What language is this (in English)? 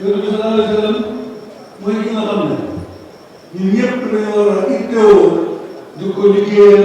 Wolof